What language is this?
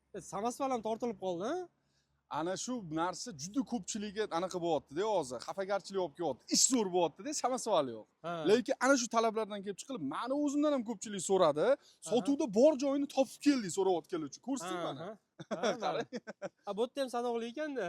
Uzbek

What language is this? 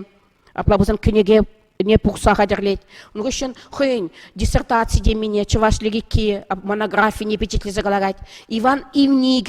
Chuvash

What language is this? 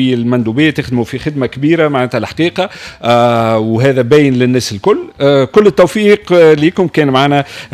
Tunisian Arabic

